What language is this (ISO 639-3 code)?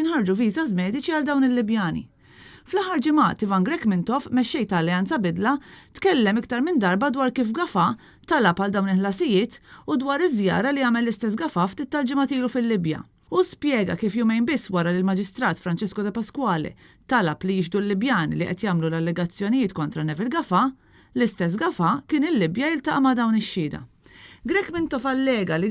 mlt